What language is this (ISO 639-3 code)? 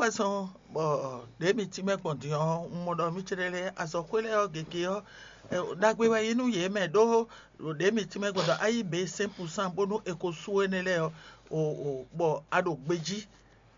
fon